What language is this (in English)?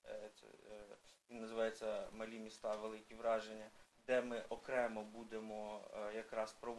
Ukrainian